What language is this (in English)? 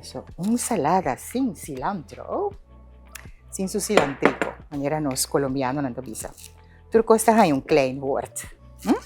Papiamento